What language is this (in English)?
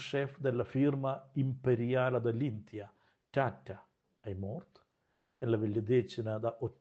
Romansh